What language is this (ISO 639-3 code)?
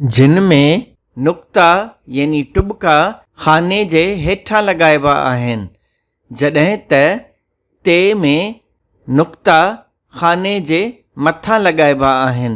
snd